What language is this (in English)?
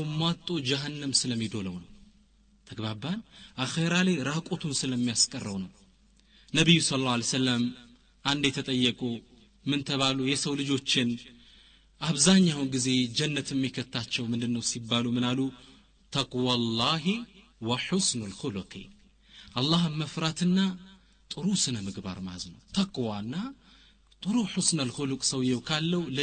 Amharic